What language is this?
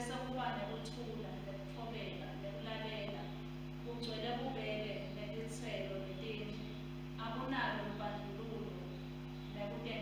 Swati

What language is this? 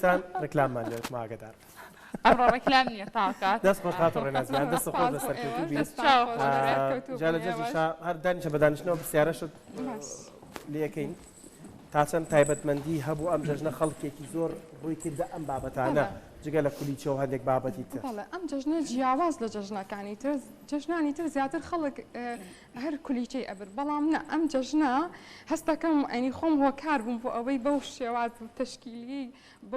Central Kurdish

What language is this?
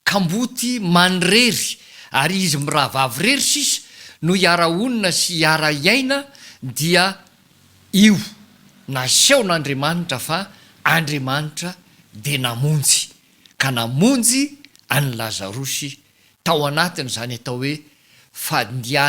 Malagasy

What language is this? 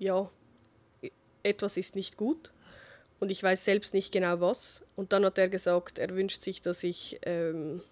Swiss German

